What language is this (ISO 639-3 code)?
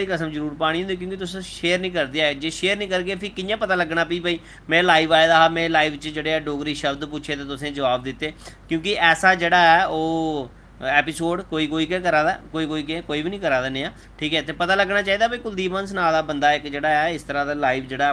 doi